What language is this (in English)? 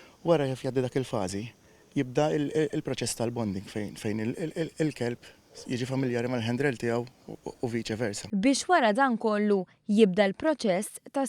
Maltese